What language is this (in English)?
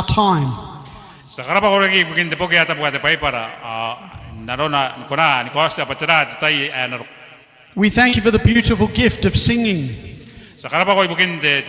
Gilbertese